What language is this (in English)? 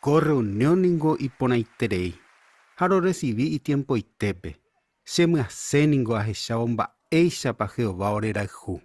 Guarani